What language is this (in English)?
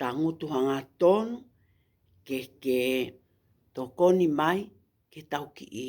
Tongan